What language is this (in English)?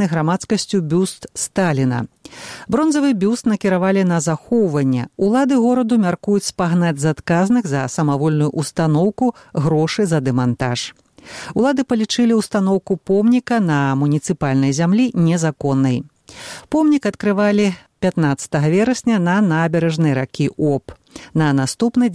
Belarusian